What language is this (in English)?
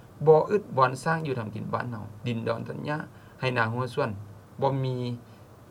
Lao